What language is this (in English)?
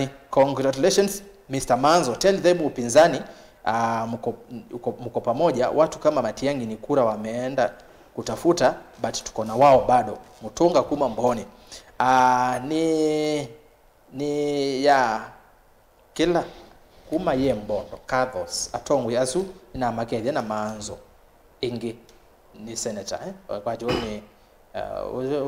Kamba